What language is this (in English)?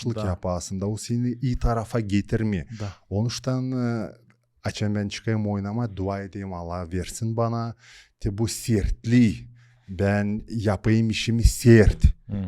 Gagauz